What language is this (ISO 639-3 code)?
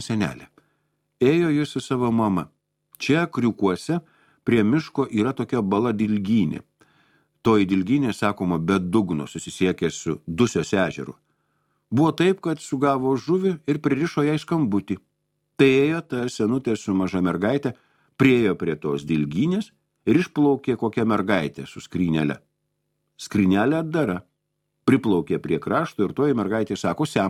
lit